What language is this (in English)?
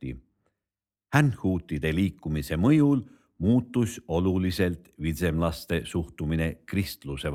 Estonian